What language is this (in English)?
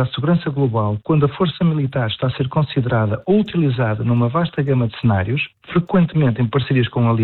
Portuguese